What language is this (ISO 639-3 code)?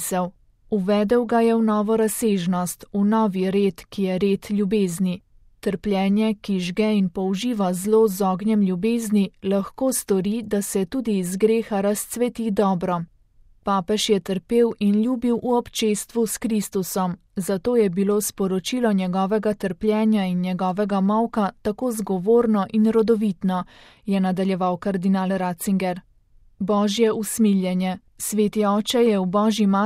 slv